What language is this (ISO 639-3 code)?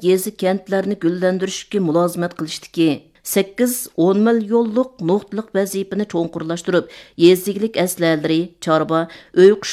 uig